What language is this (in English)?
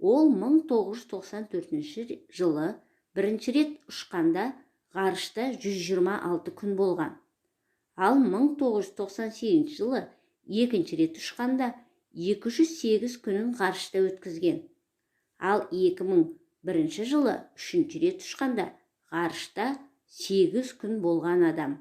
Kazakh